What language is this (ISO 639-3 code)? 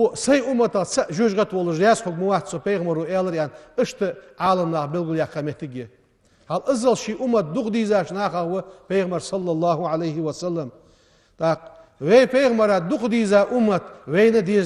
inh